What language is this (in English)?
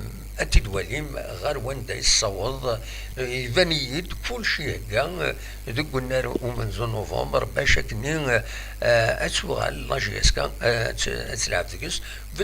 Kabyle